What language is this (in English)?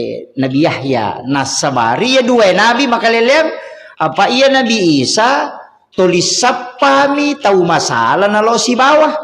Buginese